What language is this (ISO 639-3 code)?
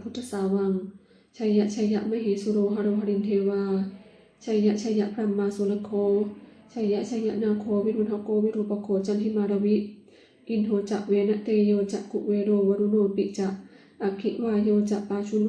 pli